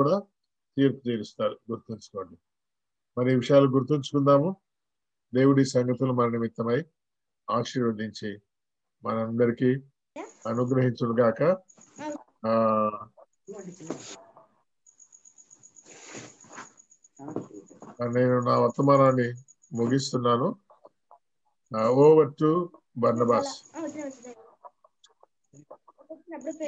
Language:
Telugu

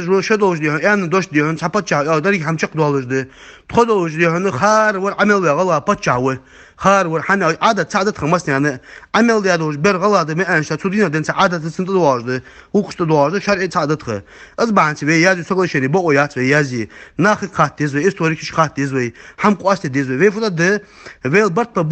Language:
Ingush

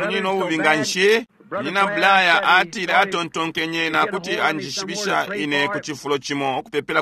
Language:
Bemba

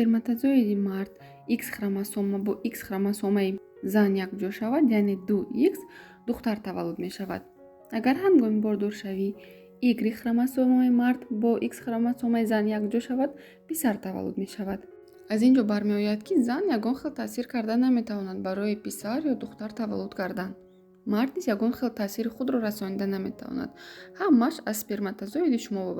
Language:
Tajik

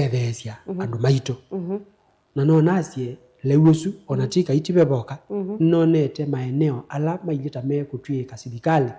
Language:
Kamba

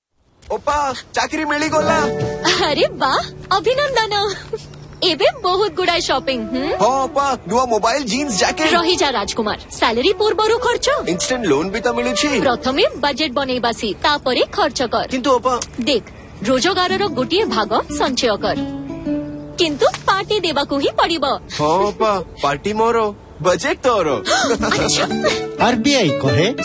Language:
Odia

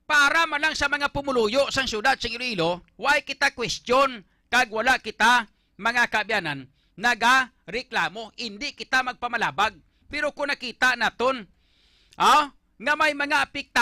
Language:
Hiligaynon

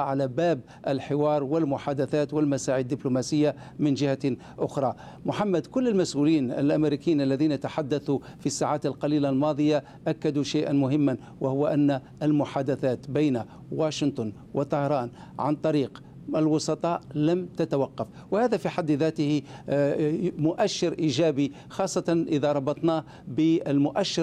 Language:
Arabic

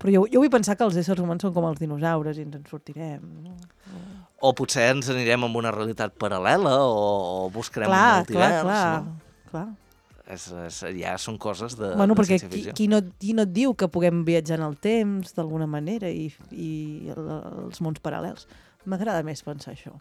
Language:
Catalan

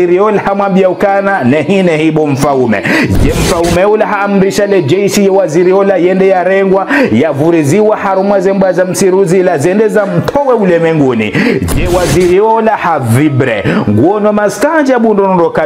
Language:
Ngazidja Comorian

